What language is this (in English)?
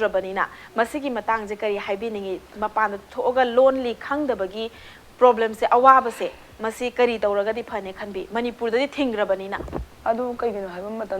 Manipuri